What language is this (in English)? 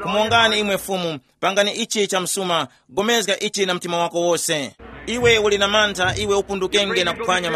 Tumbuka